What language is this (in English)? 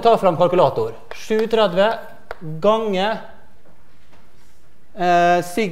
Norwegian